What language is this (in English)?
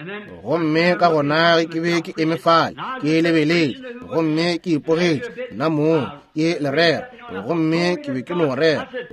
Northern Sotho